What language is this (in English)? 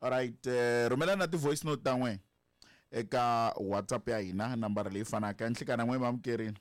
Tsonga